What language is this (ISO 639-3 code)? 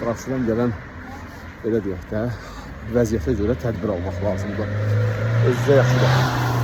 aze